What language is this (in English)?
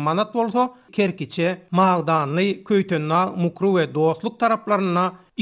Turkmen